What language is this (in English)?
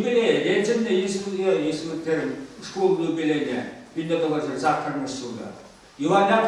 Chuvash